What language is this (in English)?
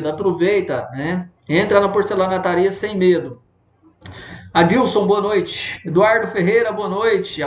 Portuguese